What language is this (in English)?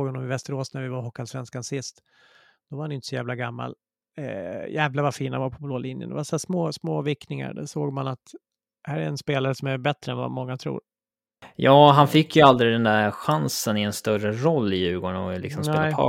Swedish